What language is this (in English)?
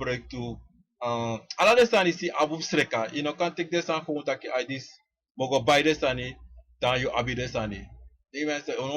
Sranan Tongo